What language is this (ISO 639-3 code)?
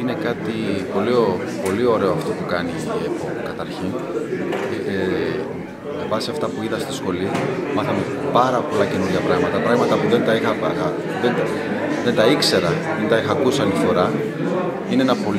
ell